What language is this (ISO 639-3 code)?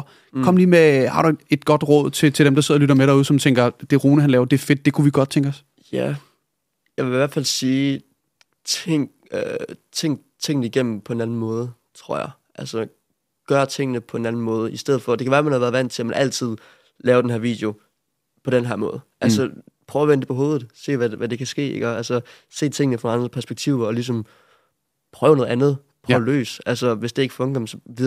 dan